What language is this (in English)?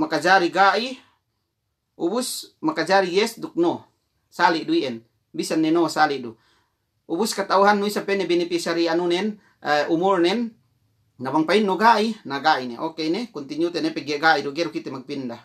Yakan